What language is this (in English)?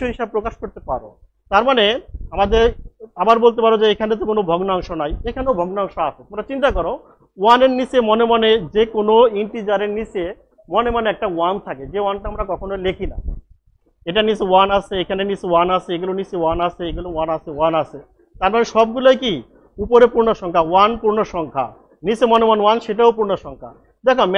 Bangla